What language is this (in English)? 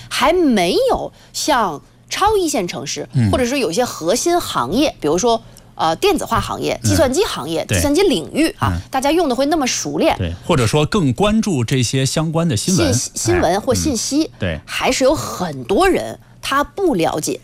Chinese